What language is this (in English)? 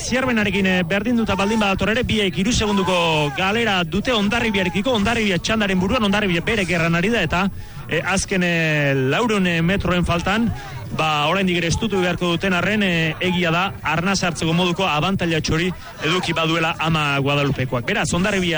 Basque